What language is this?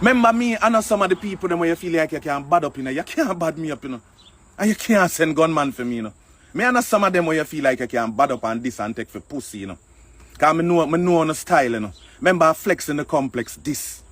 Jamaican Creole English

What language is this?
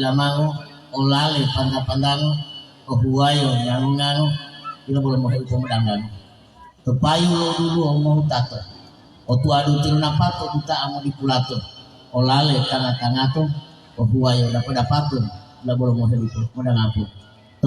Gorontalo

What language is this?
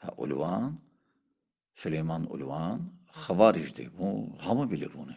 Azerbaijani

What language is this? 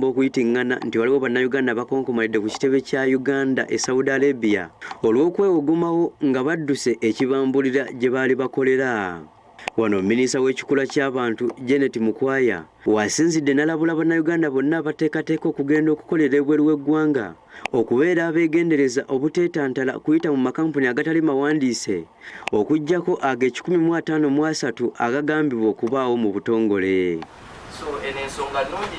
Ganda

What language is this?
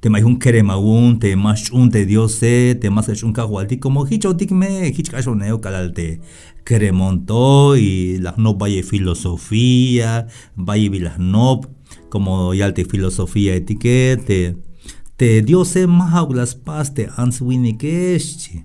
Tzeltal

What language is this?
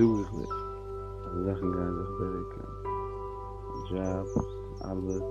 Yiddish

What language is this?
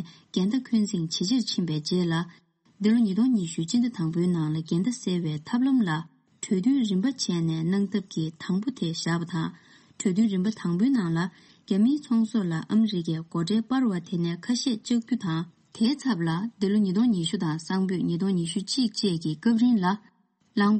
Tibetan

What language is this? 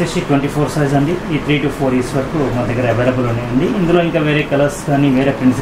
Telugu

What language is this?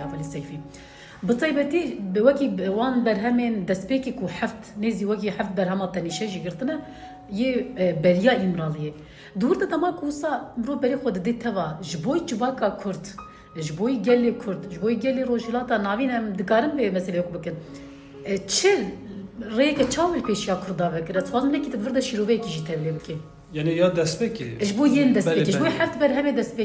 Kurdish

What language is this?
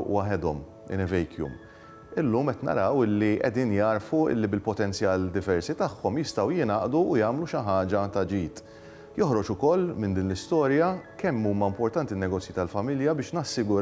Maltese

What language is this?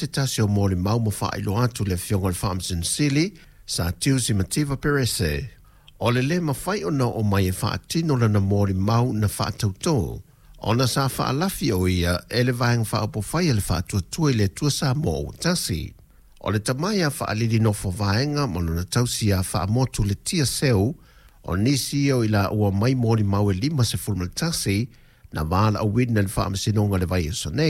Samoan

